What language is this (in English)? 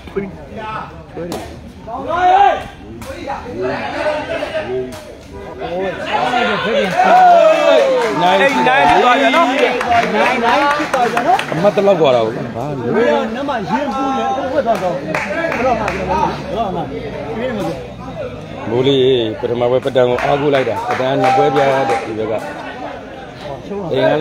Burmese